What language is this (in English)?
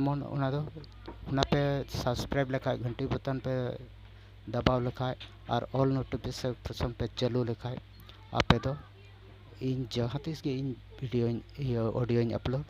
Santali